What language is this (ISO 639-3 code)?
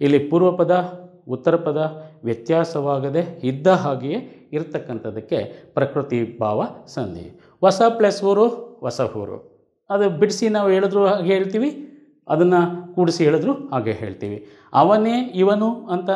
kan